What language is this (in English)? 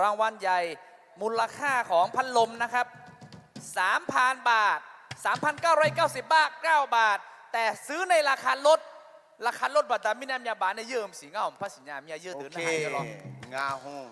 Akha